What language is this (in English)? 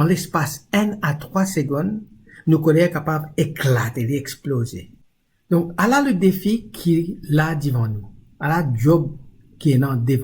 Morisyen